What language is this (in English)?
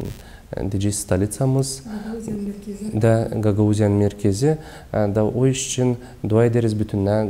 Gagauz